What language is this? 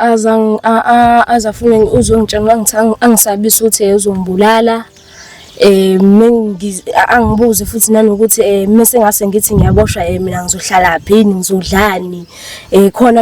Zulu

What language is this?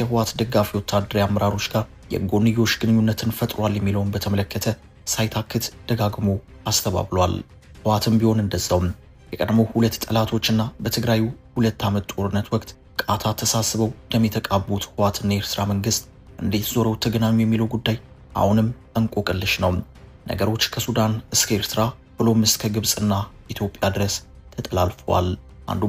Amharic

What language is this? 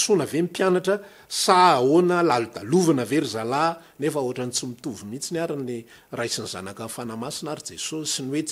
Malagasy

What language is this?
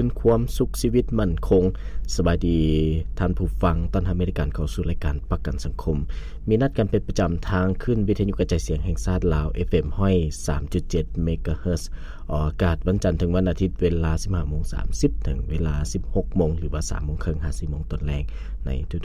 Lao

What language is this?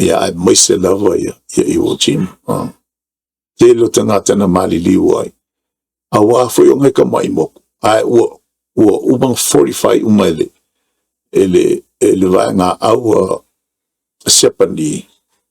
Samoan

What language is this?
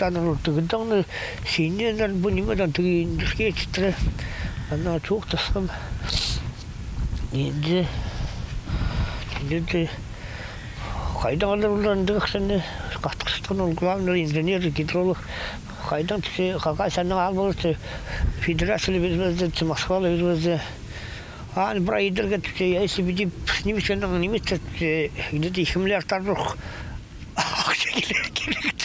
Khakas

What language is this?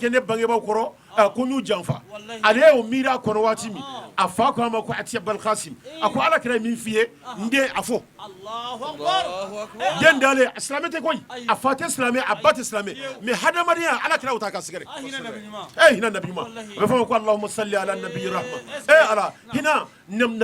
Bambara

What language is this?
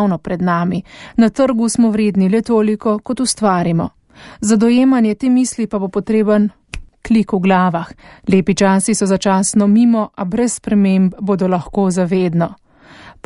Slovenian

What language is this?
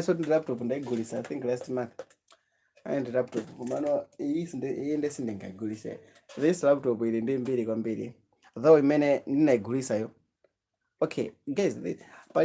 Nyanja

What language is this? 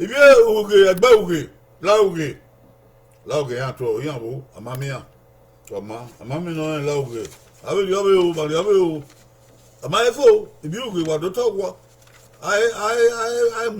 Bini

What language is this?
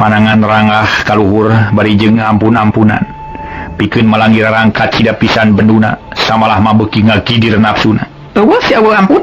Sundanese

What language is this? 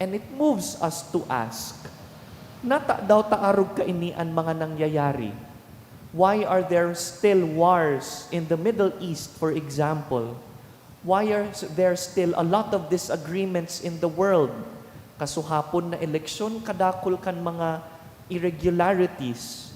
Bikol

